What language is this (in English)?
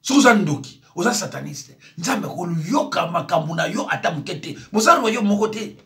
Lingala